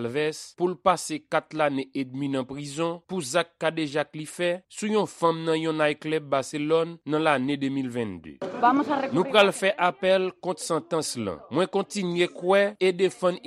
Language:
Haitian Creole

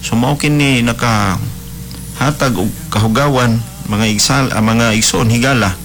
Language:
Cebuano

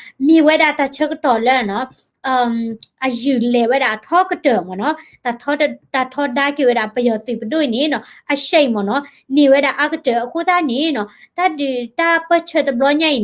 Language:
S'gaw Karen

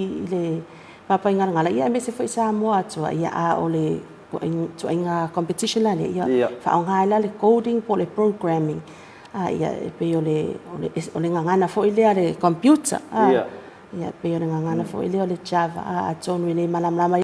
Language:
Samoan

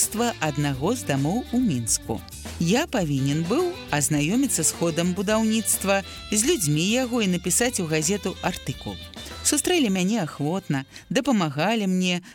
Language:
Belarusian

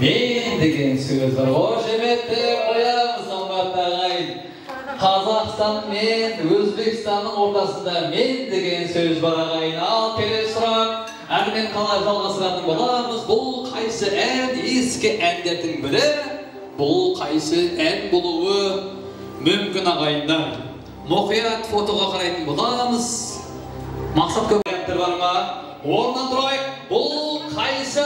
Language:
Kara-Kalpak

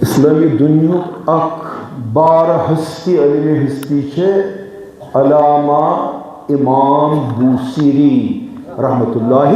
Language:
Kashmiri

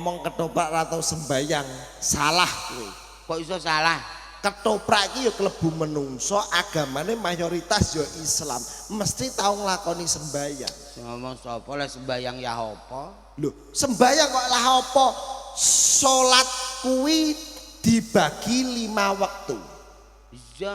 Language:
Javanese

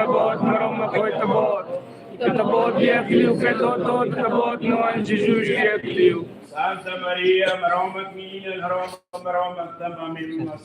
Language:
Tetum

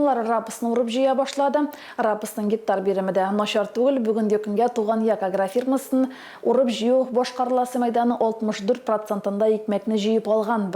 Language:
Tatar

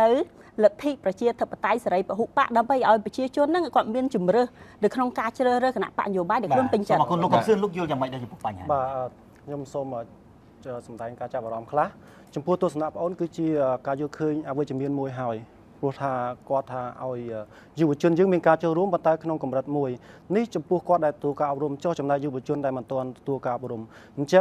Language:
Khmer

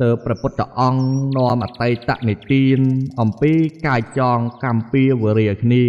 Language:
Khmer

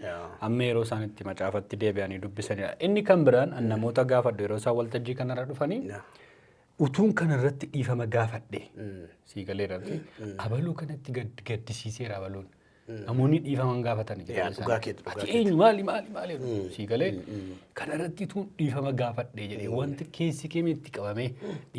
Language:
Oromo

